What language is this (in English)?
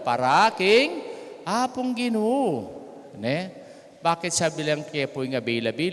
Pampanga